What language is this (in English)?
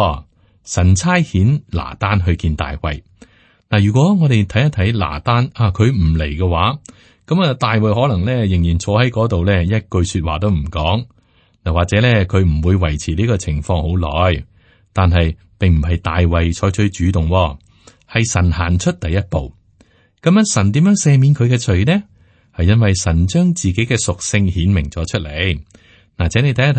Cantonese